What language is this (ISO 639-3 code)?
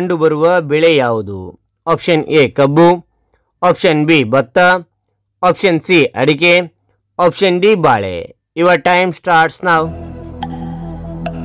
kan